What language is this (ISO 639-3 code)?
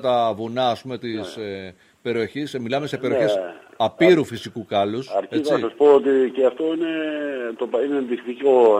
ell